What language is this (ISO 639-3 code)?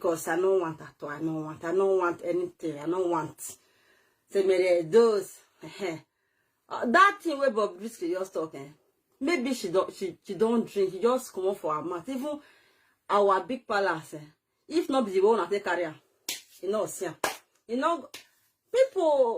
pcm